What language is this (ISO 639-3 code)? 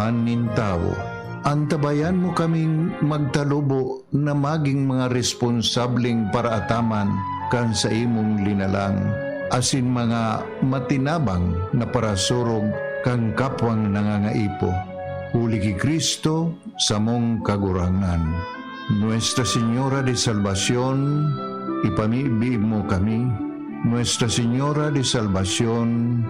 bik